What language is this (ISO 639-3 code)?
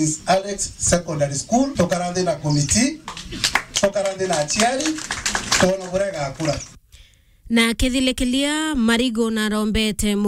mer